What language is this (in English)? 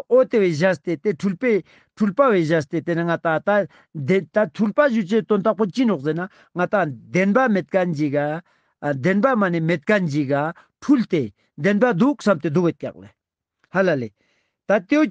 Ladakhi